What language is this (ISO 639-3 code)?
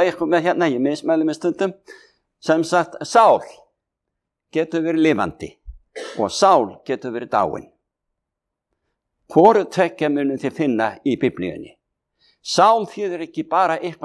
isl